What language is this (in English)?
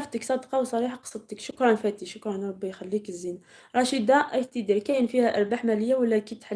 Algerian Arabic